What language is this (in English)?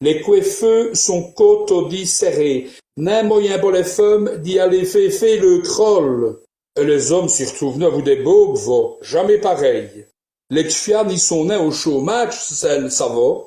Walloon